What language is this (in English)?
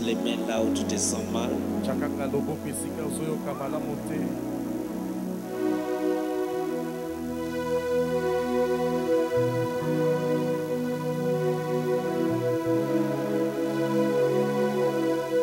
French